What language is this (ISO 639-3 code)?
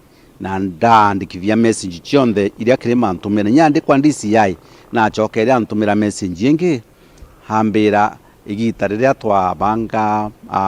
mer